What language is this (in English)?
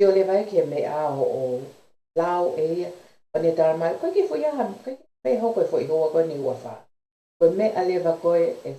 Tongan